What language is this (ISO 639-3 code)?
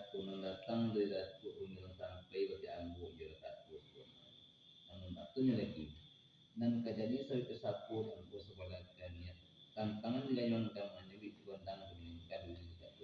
min